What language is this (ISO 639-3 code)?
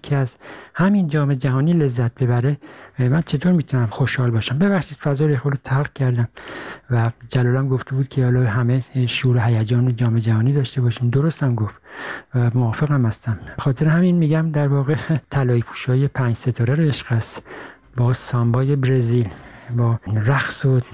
fas